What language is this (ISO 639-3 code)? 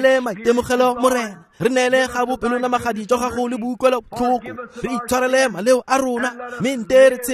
tsn